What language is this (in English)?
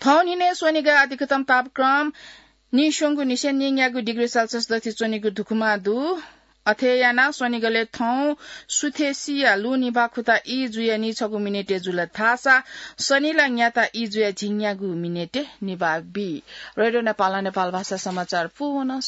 Newari